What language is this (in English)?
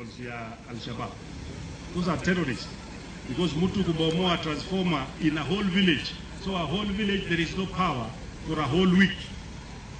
Luo (Kenya and Tanzania)